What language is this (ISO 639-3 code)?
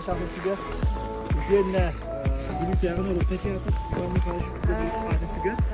sah